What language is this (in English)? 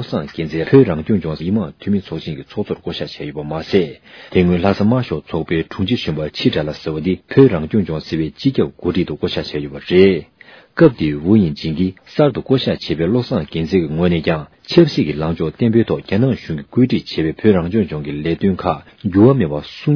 Tibetan